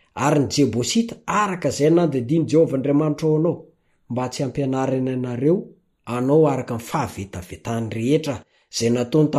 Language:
Malagasy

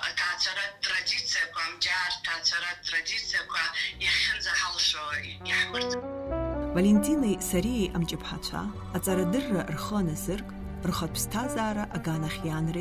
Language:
Abkhazian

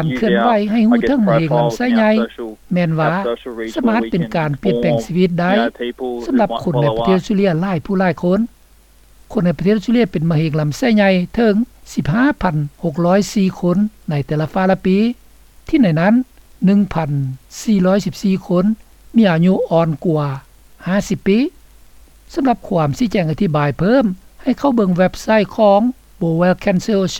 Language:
Lao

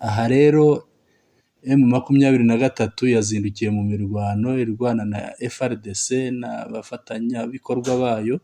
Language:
Kinyarwanda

